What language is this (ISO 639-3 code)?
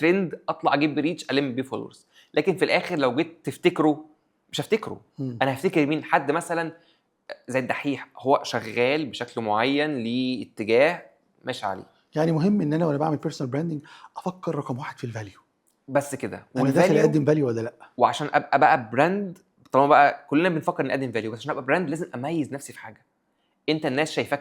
arz